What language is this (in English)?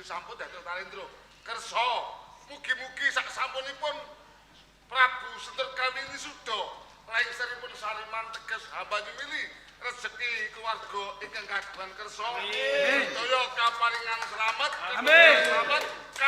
Javanese